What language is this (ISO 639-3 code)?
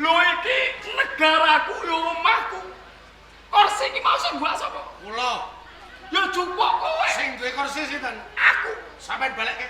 jav